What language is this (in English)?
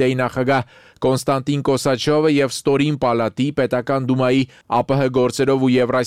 Armenian